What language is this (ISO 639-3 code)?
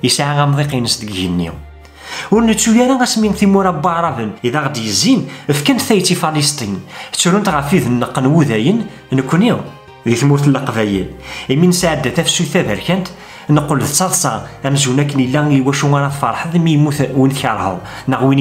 kab